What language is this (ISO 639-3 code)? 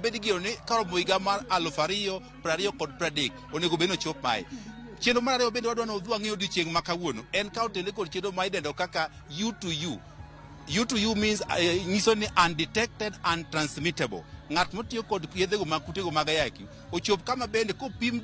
luo